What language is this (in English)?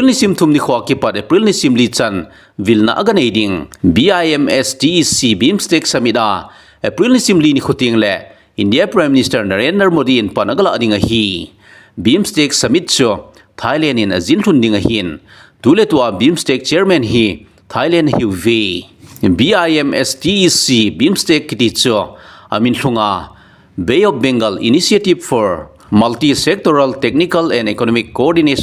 Thado Chin